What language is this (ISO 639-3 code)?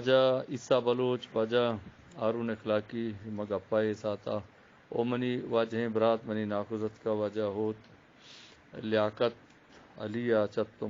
bgp